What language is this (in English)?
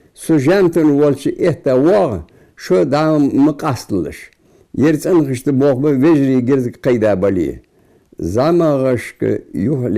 Ingush